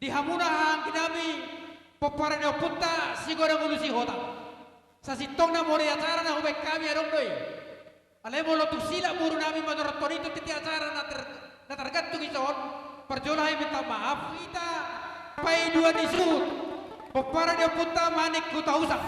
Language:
Batak Toba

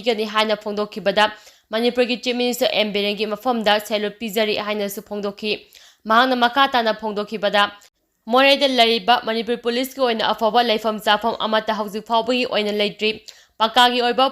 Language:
Manipuri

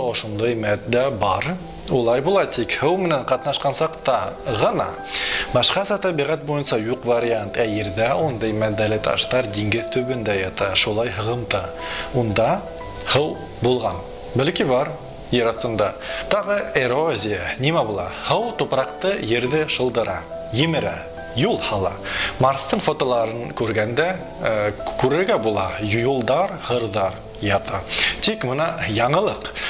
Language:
Bashkir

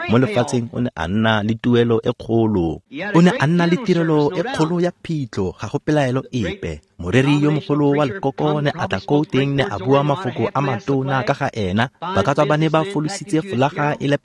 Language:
Tswana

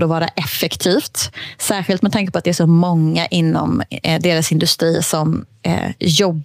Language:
Swedish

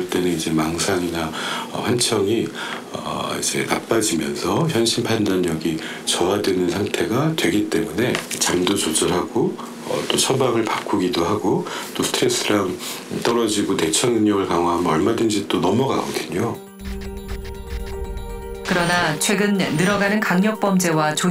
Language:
Korean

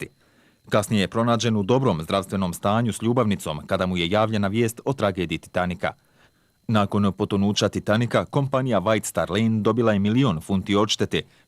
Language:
Bosnian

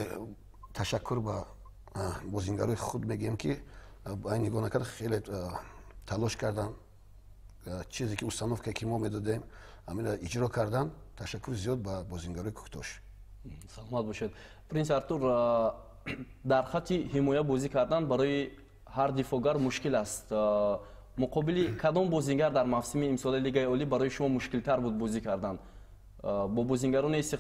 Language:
Tajik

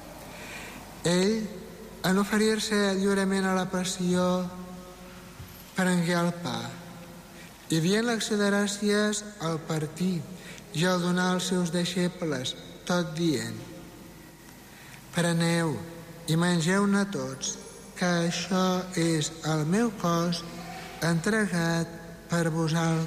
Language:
Catalan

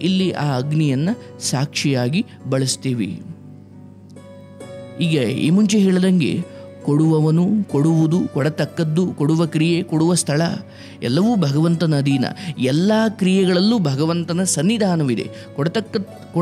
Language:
Kannada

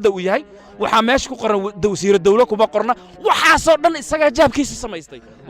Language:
Somali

